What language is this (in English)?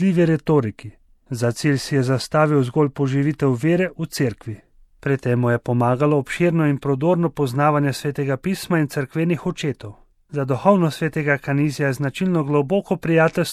Slovenian